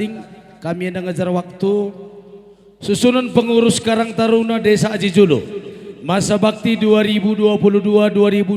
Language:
Batak Karo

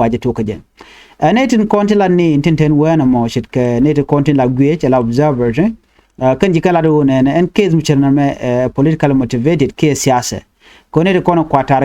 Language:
Nuer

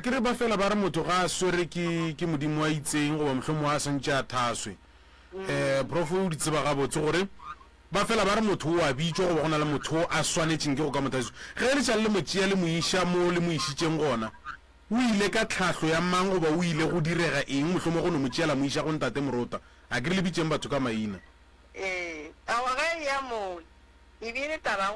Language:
Northern Sotho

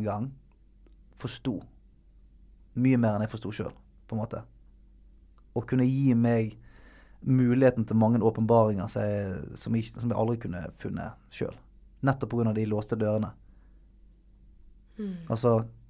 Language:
Norwegian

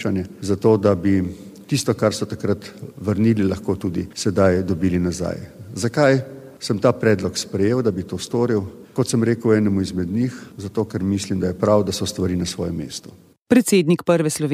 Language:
Slovenian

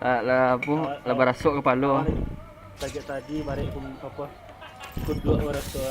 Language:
Minangkabau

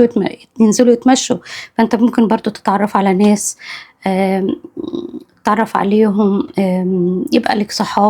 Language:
Egyptian Arabic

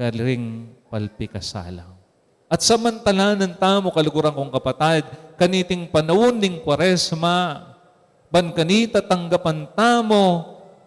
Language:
Pampanga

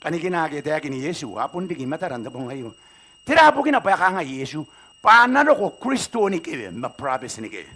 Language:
Gilbertese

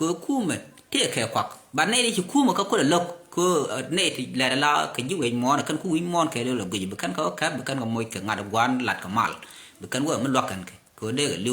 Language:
Nuer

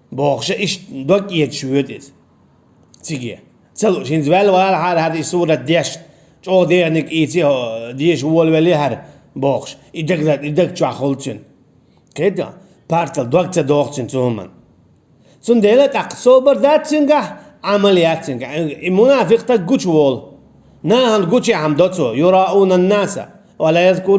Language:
Chechen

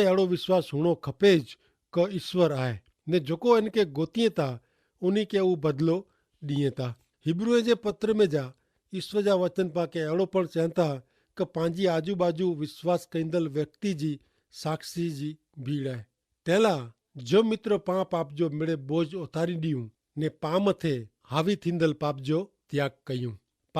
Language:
Kachhi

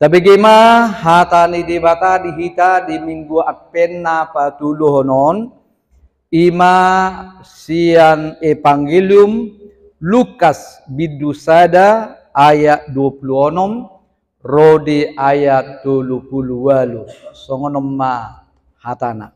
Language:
Batak Toba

